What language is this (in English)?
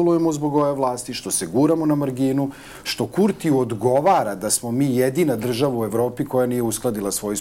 Serbian